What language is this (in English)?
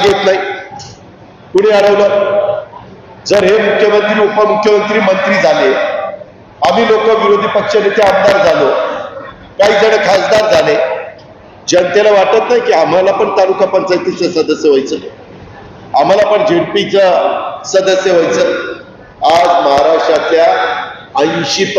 Marathi